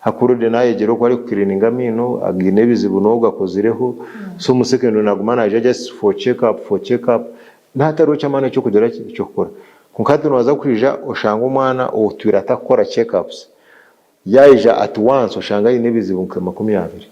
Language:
Nyankole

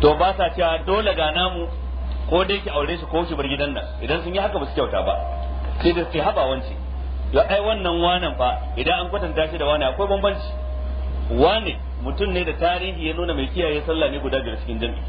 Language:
Hausa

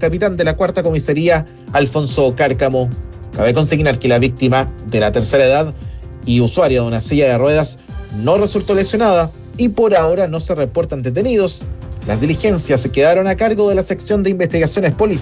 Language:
Spanish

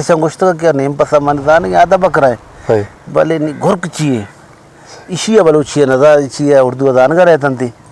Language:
Eastern Balochi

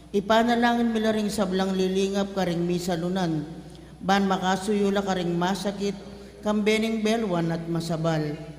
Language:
Pampanga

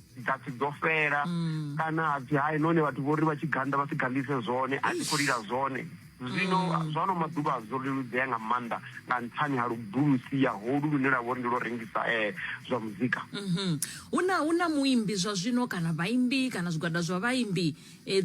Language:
Venda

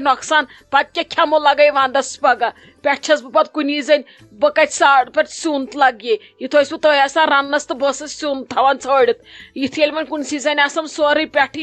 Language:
Kashmiri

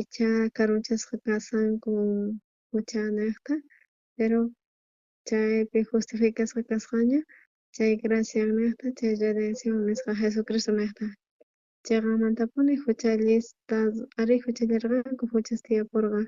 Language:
South Bolivian Quechua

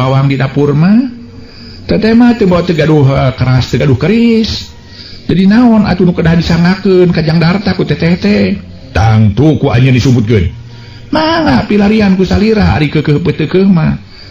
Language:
Sundanese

